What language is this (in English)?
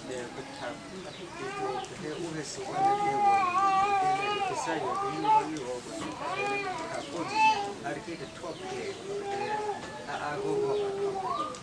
S'gaw Karen